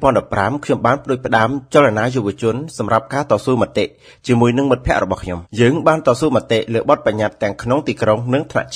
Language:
Khmer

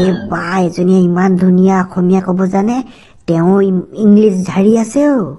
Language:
Assamese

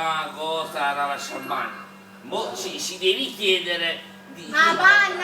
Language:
Neapolitan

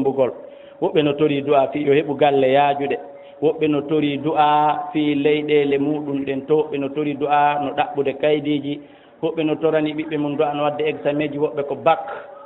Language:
Fula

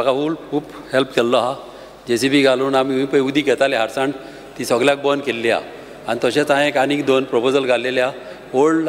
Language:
Konkani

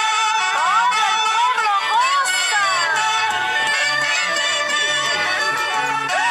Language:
Spanish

